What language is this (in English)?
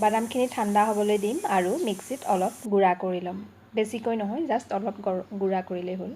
Assamese